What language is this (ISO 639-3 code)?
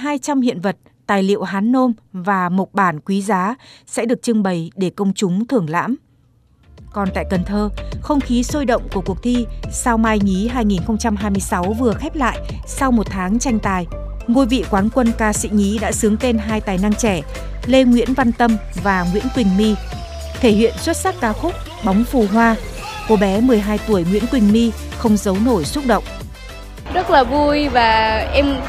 vie